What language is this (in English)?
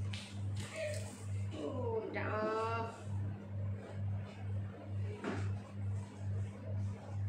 Malay